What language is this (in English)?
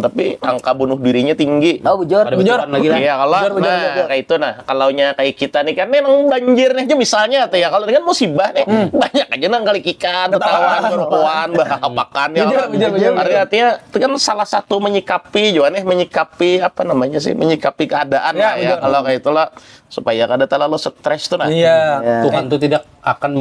Banjar